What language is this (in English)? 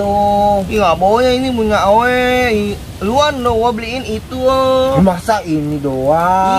Betawi